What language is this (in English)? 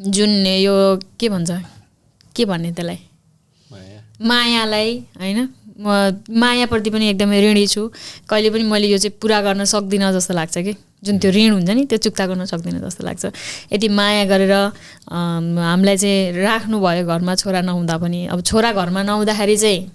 Nepali